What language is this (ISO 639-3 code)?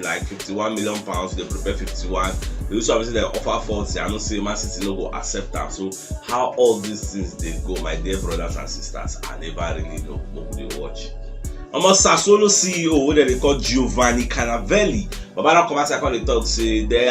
pcm